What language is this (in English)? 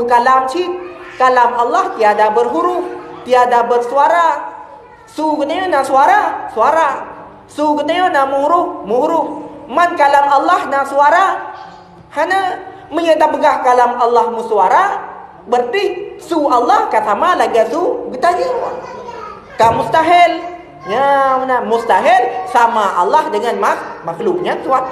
Achinese